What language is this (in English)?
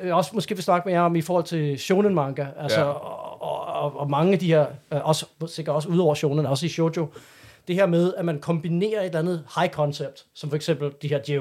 Danish